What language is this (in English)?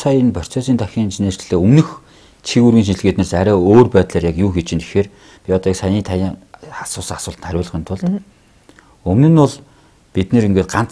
Mongolian